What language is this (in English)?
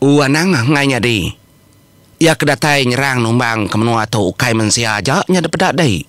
Iban